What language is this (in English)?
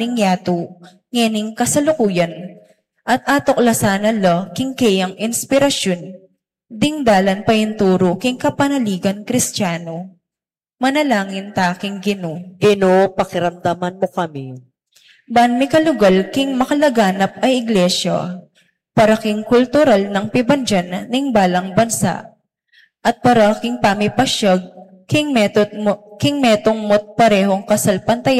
Pampanga